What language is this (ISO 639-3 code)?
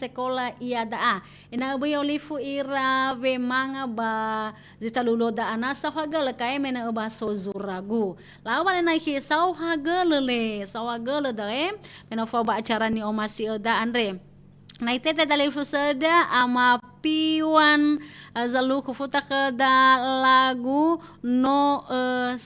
nia